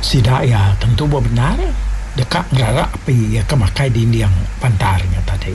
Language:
Iban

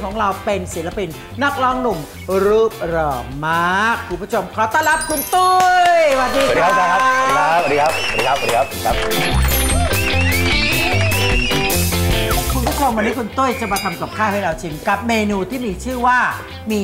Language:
Thai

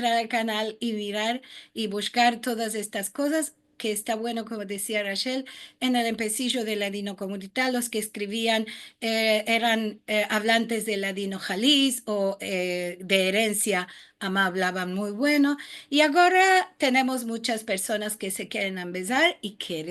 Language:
Ladino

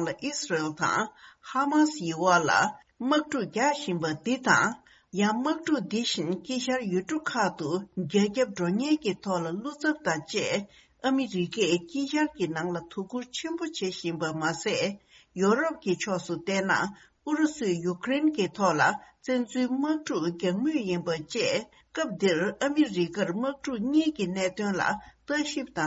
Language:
Tibetan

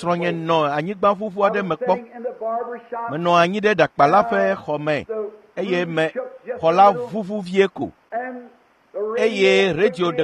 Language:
Ewe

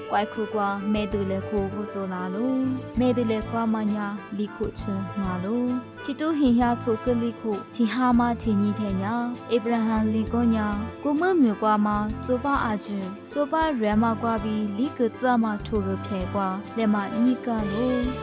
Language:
Lisu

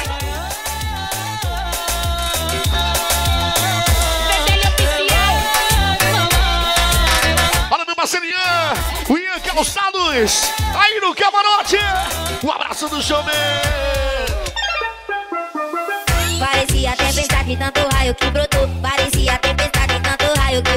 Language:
Portuguese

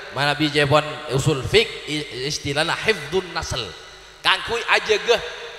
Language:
Madurese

